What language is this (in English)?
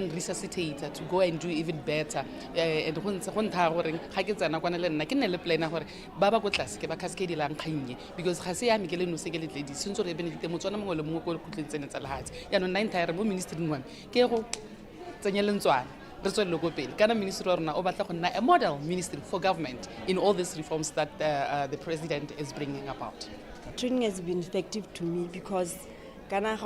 Tswana